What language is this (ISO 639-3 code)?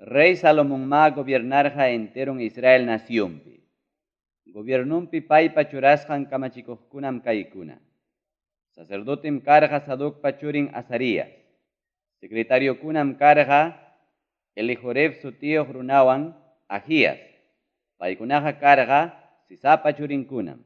quy